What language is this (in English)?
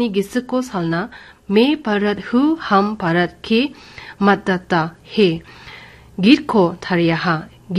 Garo